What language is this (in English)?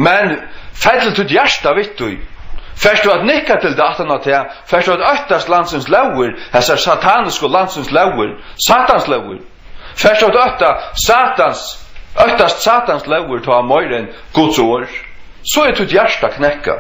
Faroese